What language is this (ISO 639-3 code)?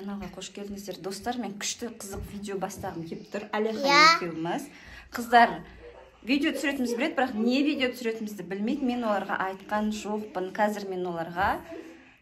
kaz